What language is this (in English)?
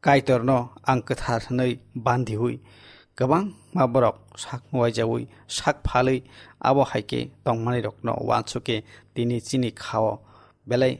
Kok Borok